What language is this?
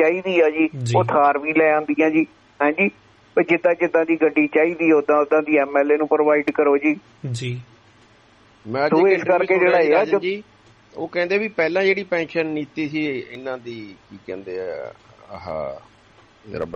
Punjabi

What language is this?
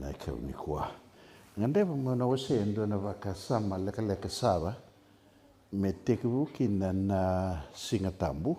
Fijian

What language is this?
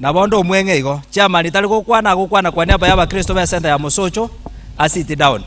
Gusii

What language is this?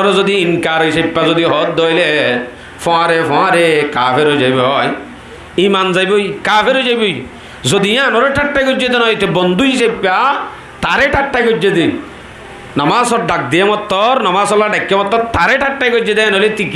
Rohingya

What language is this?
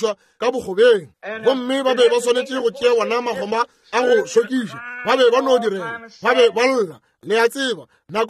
Northern Sotho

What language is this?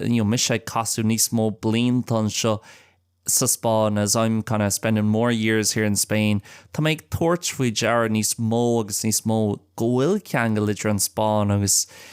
Irish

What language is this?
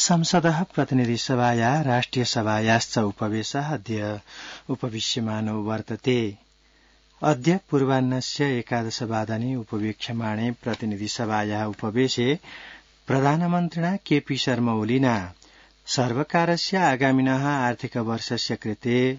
Sanskrit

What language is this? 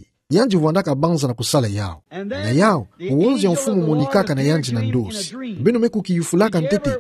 Kituba (Democratic Republic of Congo)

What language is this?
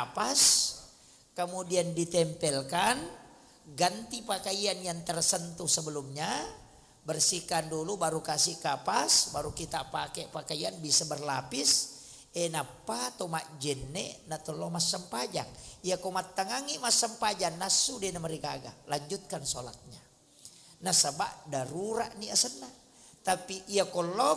Buginese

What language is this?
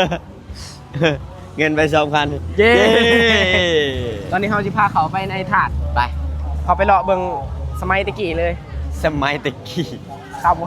Lao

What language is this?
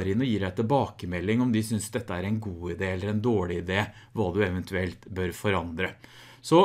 Norwegian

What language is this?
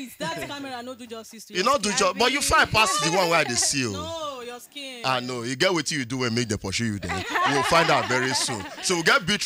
Nigerian Pidgin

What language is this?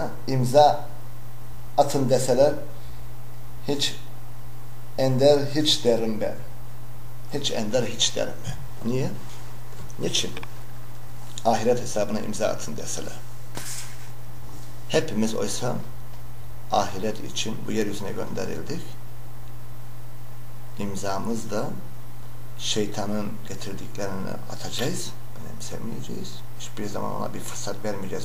Turkish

